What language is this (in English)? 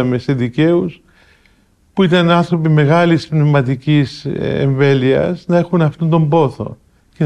Greek